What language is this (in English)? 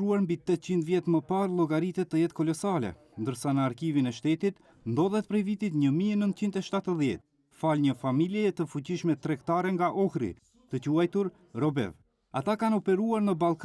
Albanian